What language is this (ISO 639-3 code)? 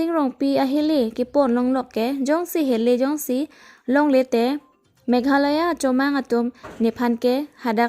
mjw